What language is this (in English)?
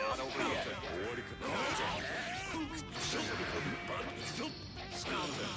Japanese